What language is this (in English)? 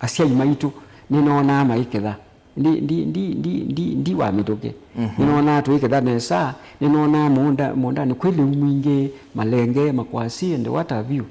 Kamba